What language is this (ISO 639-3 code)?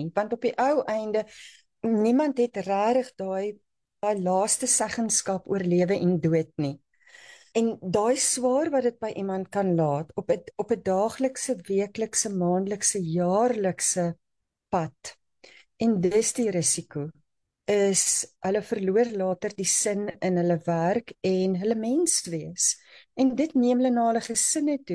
afr